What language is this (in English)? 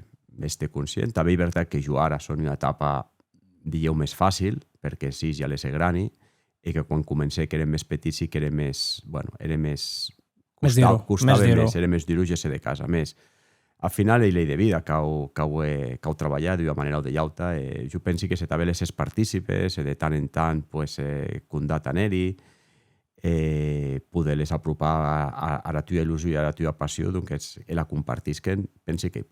Occitan